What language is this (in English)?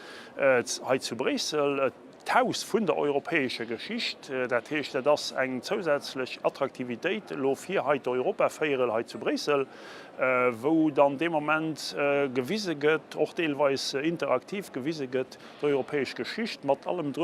Luxembourgish